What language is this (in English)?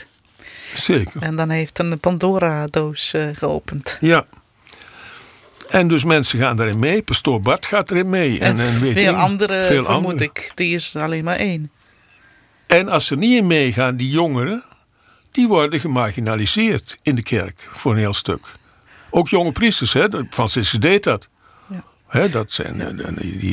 Dutch